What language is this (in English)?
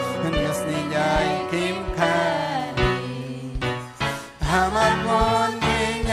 Ayacucho Quechua